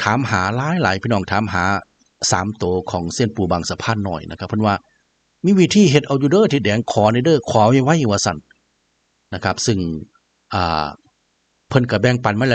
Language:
Northeastern Thai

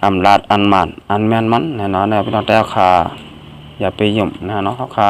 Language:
Shan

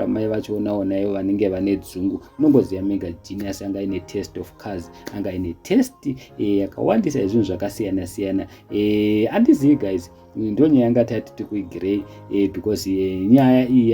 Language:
Shona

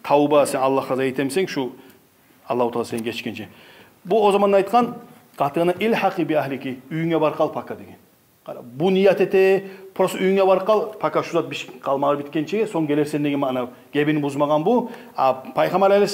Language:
Kumyk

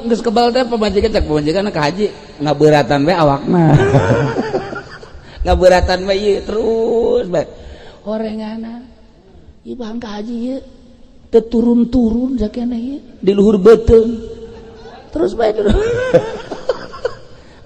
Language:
Sundanese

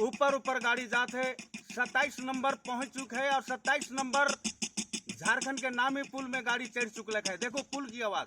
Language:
Sadri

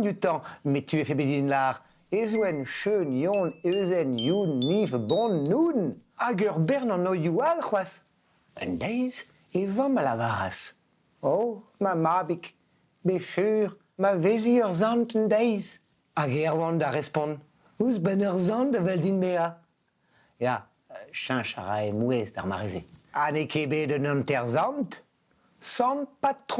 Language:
Breton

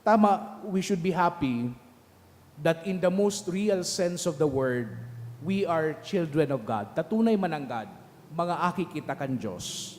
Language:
Bikol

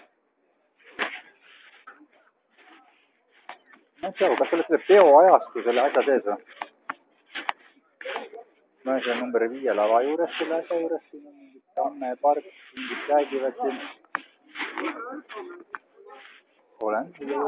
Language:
Estonian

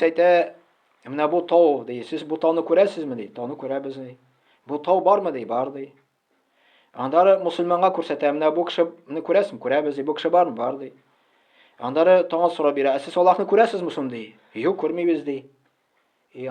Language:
Tatar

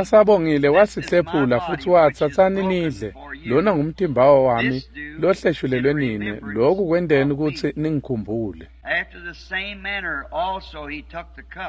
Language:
Swati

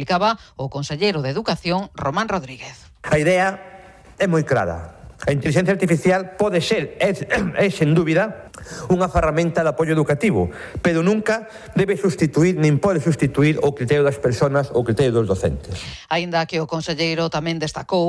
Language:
Galician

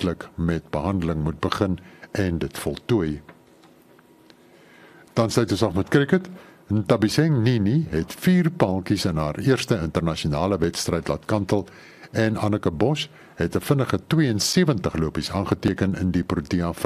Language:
Afrikaans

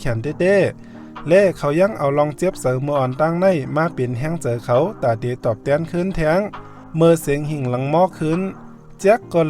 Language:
Shan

